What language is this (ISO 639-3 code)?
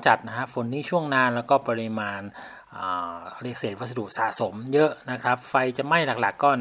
tha